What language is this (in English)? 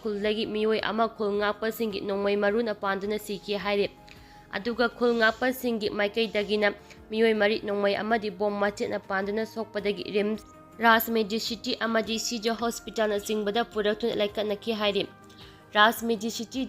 Manipuri